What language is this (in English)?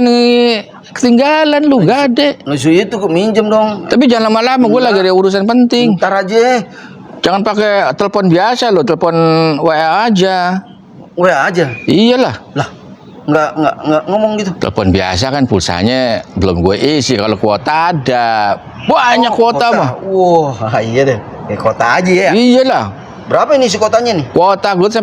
Betawi